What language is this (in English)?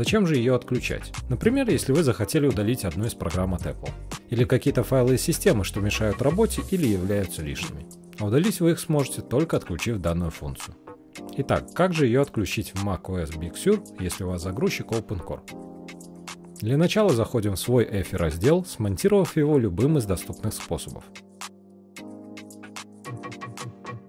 Russian